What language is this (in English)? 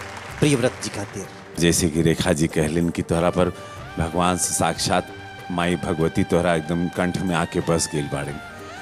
Bhojpuri